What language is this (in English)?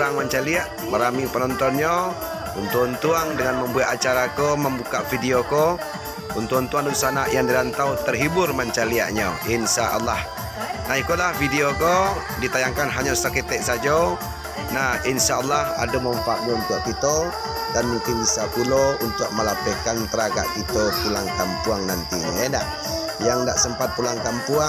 Minangkabau